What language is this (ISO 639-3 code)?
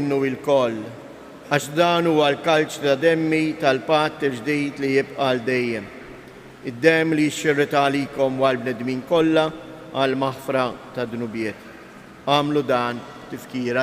mlt